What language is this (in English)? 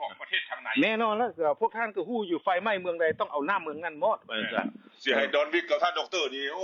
Lao